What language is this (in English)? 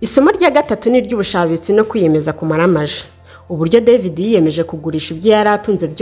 Kinyarwanda